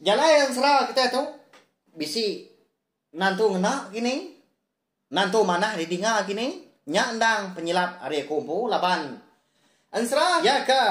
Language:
Iban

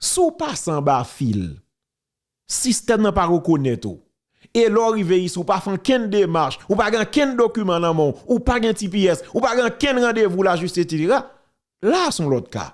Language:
Haitian Creole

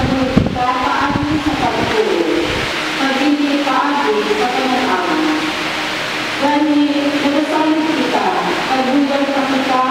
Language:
Filipino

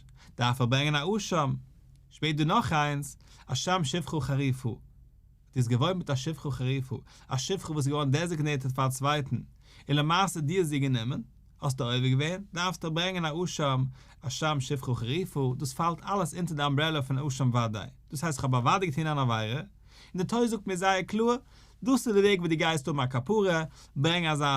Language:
Yiddish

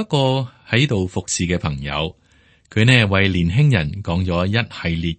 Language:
Cantonese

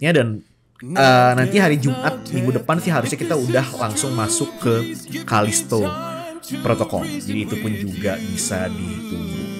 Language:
Indonesian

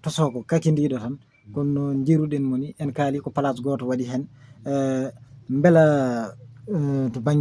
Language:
Fula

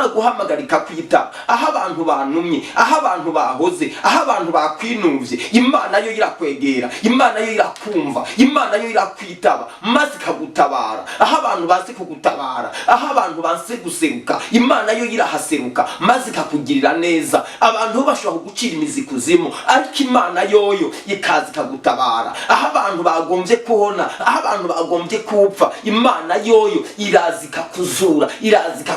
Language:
Rundi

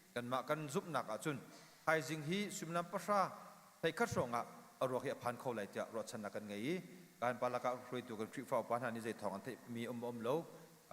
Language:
Hakha Chin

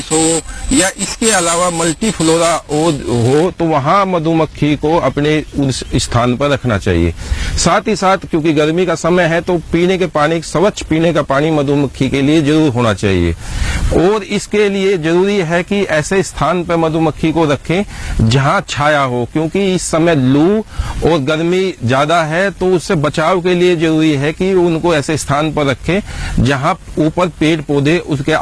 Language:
Hindi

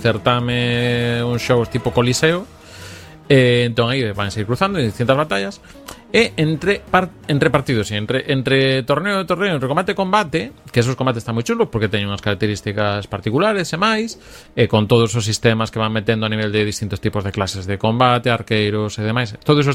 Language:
Galician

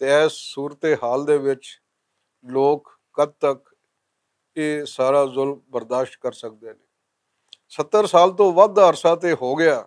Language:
Western Panjabi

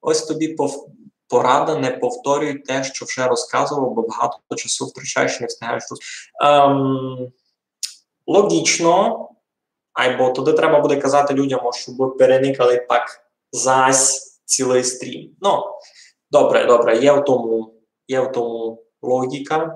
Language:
Rusyn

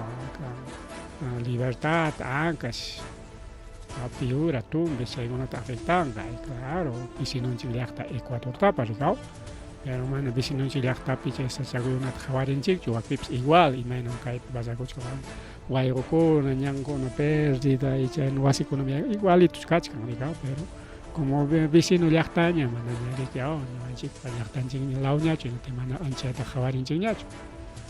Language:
Ayacucho Quechua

